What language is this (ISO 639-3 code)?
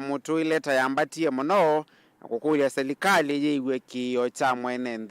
kam